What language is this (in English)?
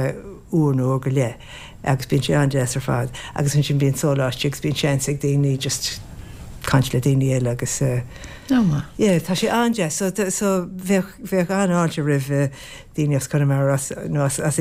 Irish